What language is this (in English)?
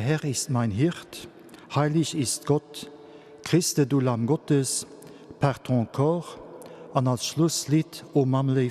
Luxembourgish